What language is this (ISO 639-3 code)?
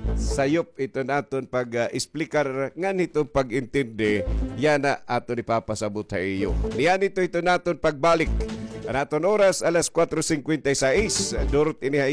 war